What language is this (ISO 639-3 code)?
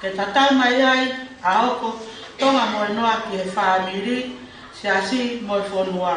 ton